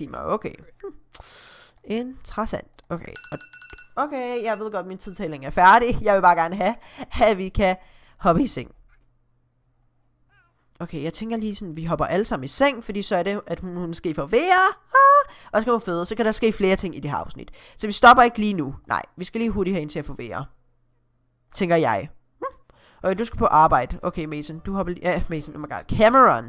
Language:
Danish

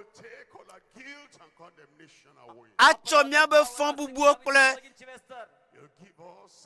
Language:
Ewe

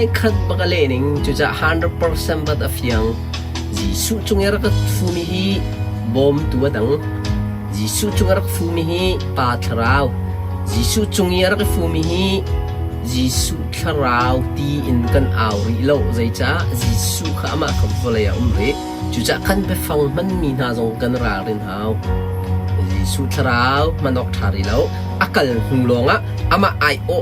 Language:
Hakha Chin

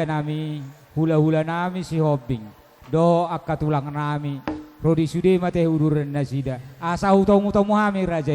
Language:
Batak Toba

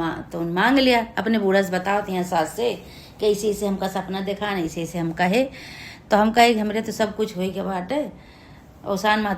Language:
Awadhi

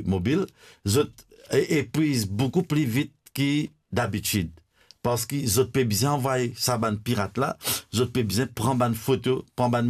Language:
Morisyen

